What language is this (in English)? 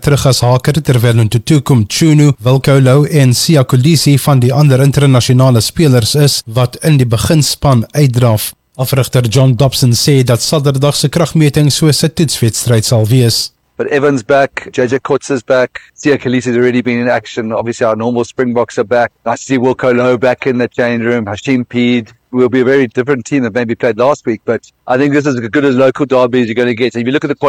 Afrikaans